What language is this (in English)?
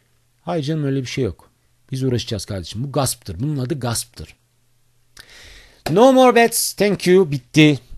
Turkish